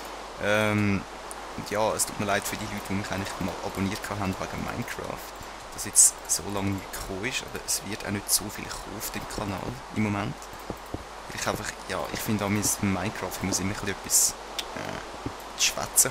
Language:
Swiss German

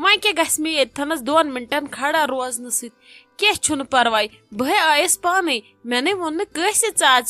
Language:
Kashmiri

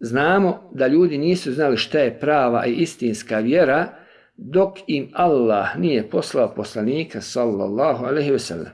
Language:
Bosnian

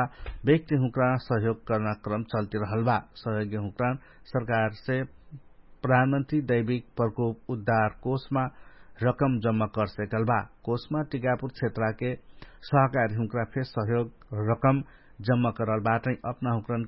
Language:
Dangaura Tharu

